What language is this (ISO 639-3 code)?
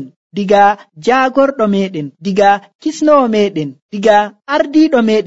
fuv